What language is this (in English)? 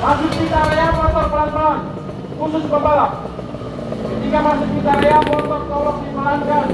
Ambonese Malay